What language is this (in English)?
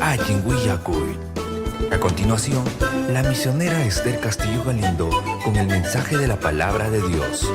Ayacucho Quechua